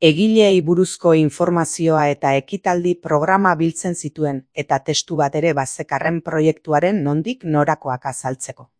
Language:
Basque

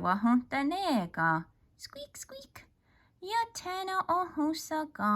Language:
Mohawk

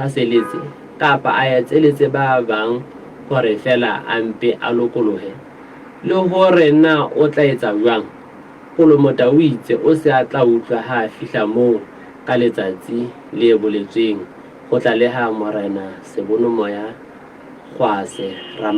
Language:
Southern Sotho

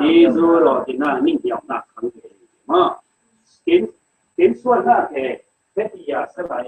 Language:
Falam Chin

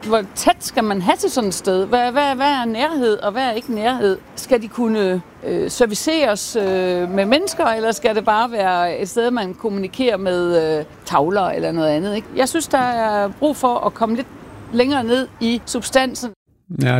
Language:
Danish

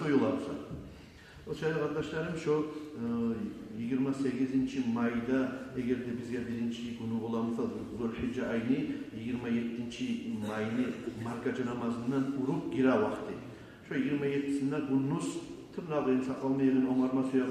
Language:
Kumyk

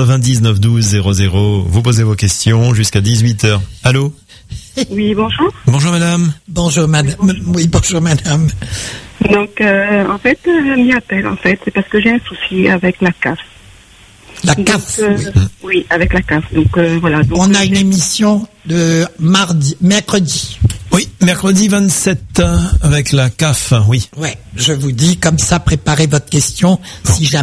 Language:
French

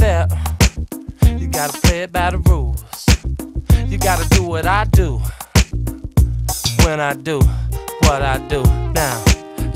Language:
English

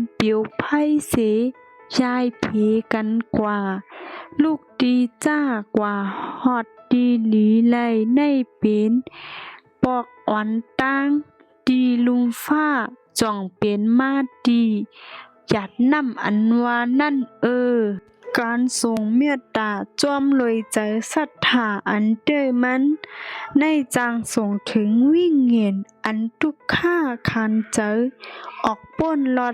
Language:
Shan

